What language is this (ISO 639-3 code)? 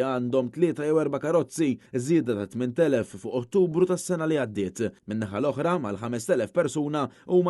mlt